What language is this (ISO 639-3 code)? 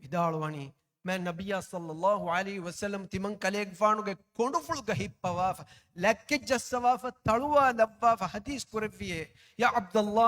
div